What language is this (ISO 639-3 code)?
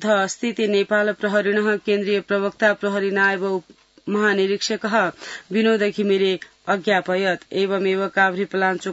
san